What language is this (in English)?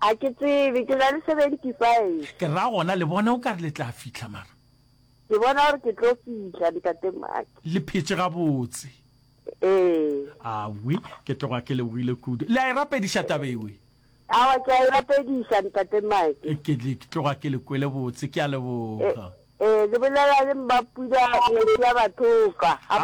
Northern Sotho